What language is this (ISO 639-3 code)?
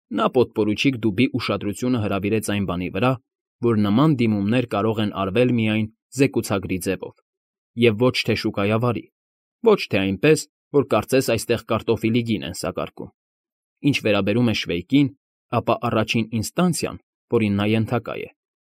hye